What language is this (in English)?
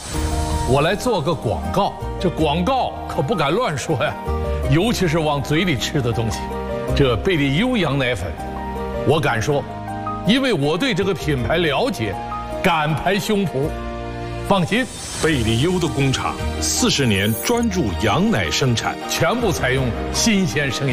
Chinese